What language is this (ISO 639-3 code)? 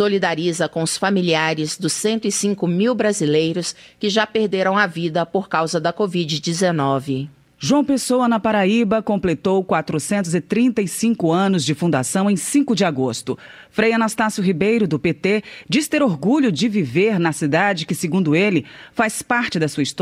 por